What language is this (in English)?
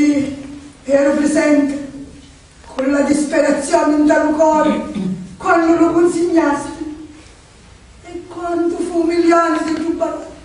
Sicilian